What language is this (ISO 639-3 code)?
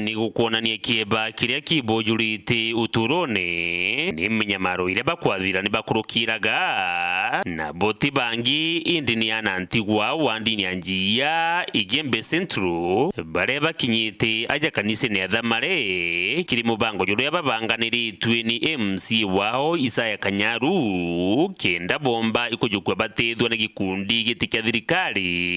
mer